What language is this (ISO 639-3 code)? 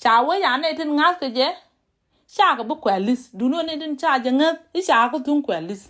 nus